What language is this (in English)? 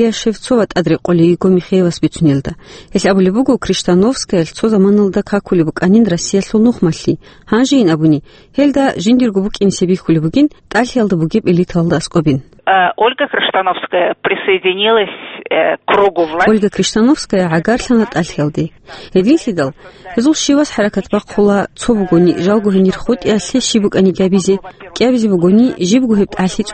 Avaric